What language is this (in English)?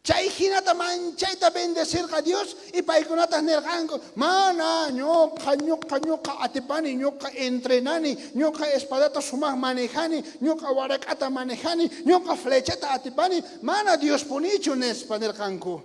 South Bolivian Quechua